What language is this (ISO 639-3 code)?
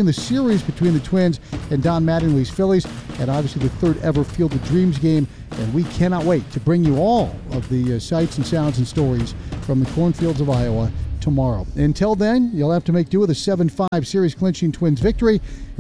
eng